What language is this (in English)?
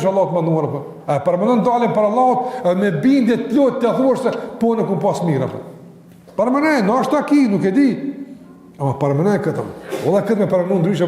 Albanian